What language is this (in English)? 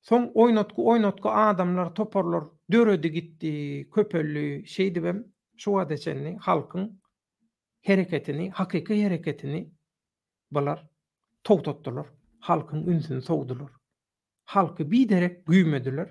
Turkmen